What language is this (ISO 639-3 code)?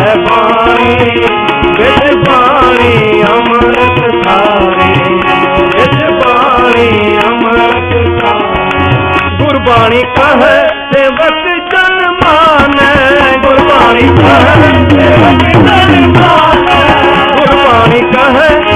pan